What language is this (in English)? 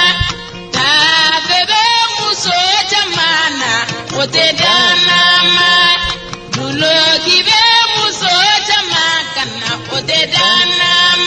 Bambara